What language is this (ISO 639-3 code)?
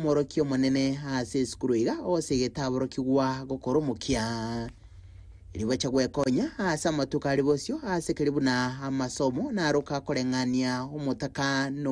guz